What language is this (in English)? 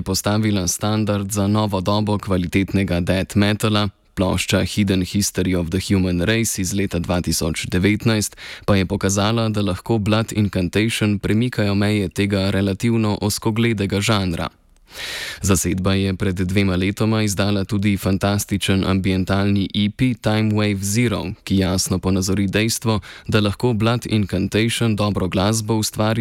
Slovenian